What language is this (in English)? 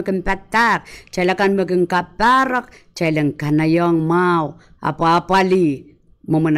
Pohnpeian